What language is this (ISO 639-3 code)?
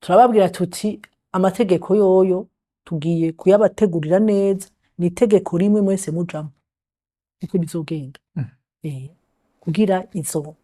run